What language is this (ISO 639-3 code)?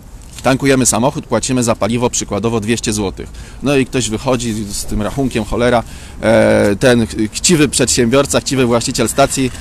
pol